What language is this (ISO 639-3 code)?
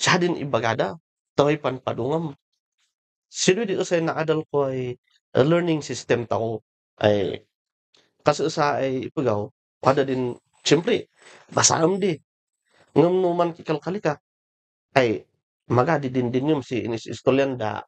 kne